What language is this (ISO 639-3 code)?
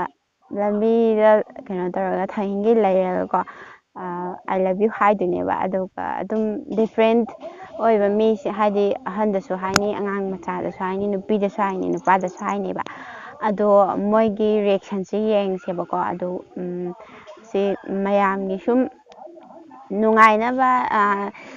mni